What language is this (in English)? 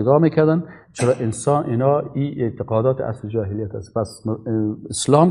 Persian